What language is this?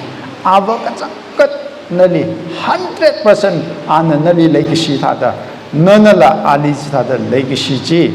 Tangkhul Naga (India)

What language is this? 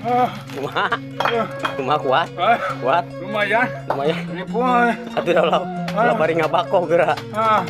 Sundanese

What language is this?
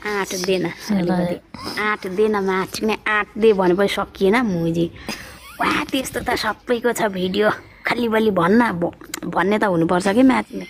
Nepali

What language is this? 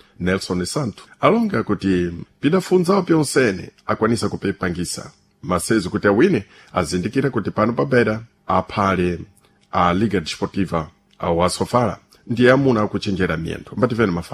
Sena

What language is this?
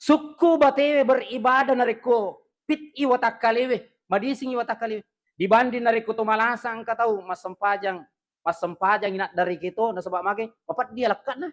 Buginese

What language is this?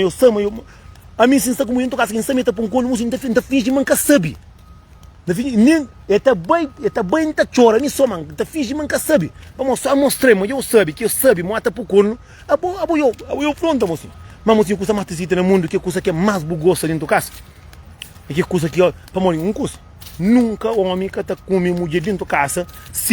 Kabuverdianu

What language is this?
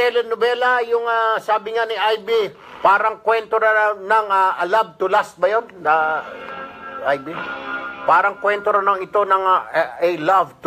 Filipino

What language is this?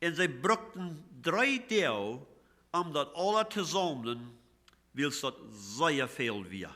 Plautdietsch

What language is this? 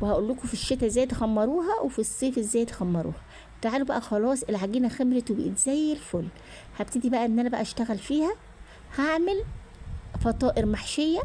Egyptian Arabic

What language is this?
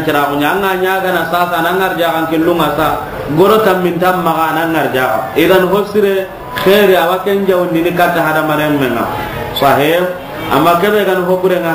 Soninke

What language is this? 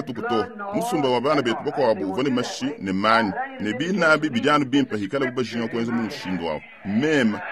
Luba-Lulua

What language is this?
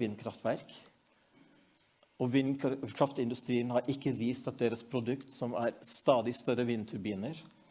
Norwegian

